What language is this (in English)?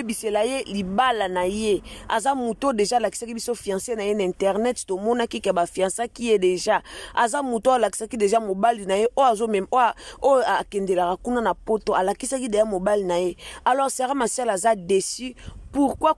Lingala